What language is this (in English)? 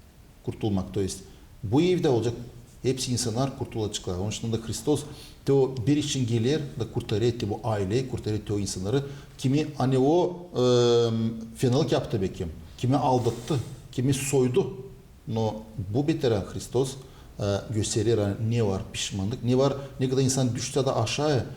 Gagauz